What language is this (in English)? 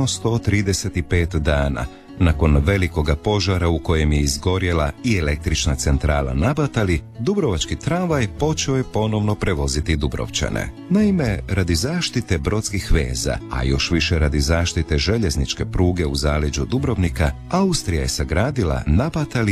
Croatian